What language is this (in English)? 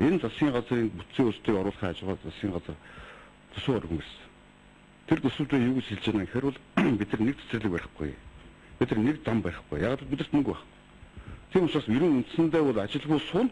Mongolian